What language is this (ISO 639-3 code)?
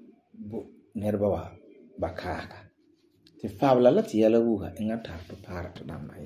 gur